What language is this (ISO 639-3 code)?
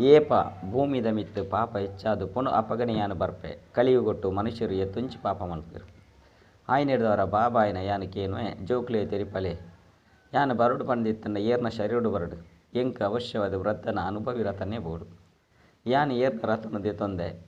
tcy